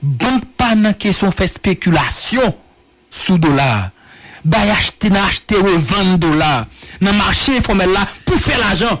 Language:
Haitian Creole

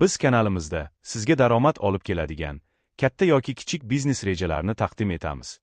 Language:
Uzbek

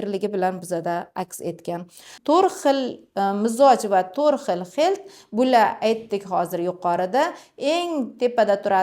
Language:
Uzbek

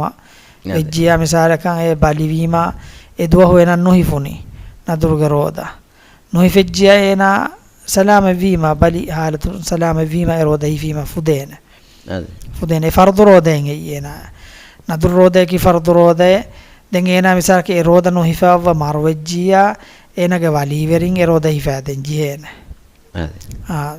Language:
Divehi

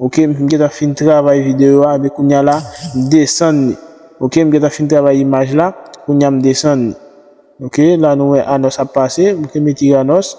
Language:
Haitian Creole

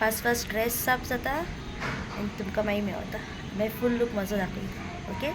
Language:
Konkani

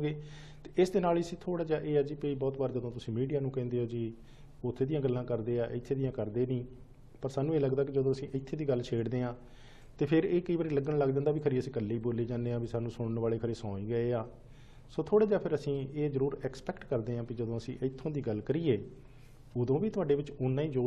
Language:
Punjabi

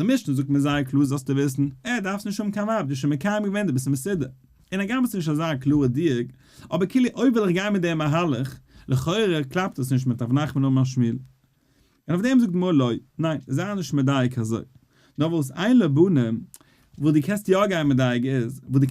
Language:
Yiddish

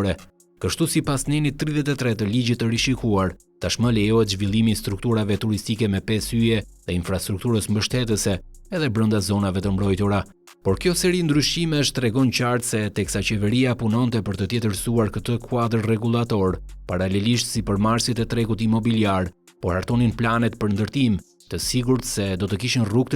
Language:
Albanian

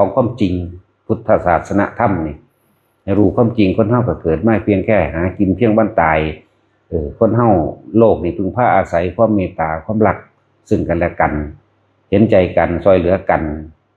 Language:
Northeastern Thai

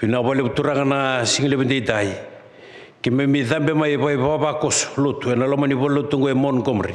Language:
Fijian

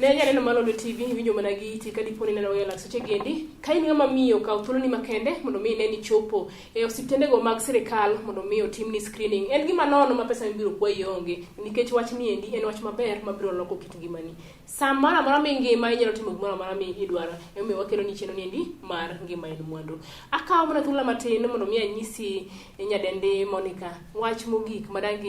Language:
Luo (Kenya and Tanzania)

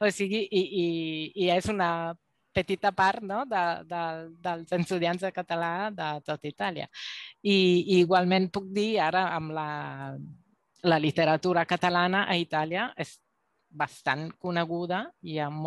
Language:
Catalan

